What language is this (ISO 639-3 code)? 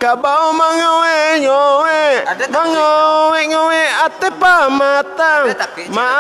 min